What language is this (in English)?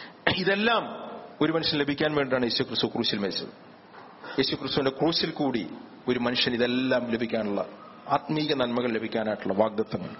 Malayalam